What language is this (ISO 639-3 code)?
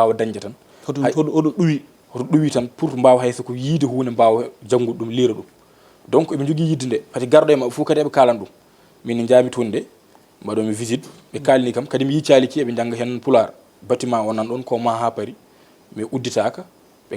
ful